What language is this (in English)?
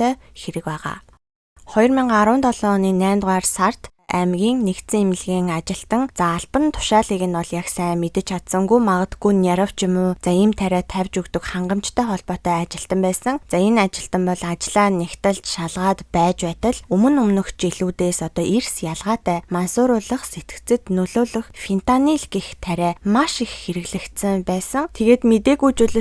Mongolian